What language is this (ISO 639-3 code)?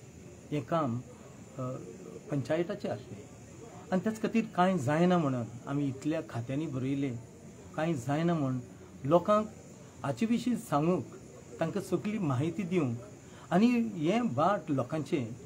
kok